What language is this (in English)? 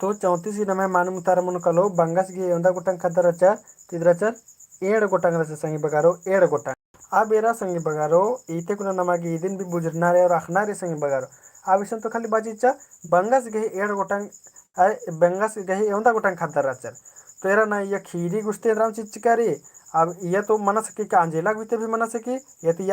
Kurukh